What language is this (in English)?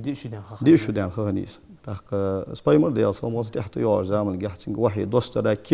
Ingush